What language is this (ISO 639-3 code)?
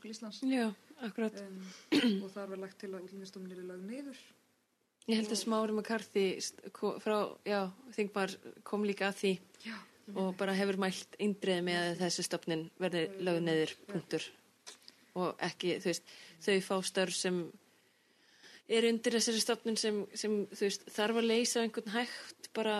isl